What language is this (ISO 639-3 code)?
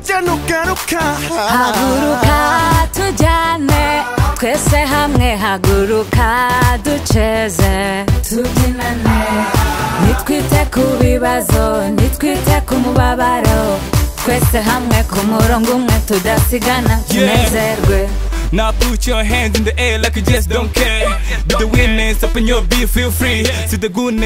kin